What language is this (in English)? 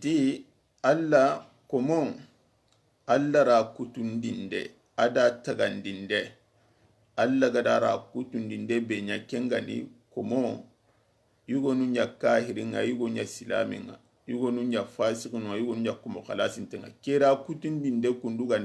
Soninke